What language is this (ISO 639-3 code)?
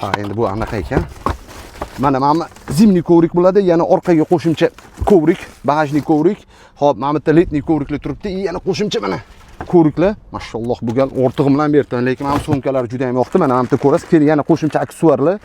uzb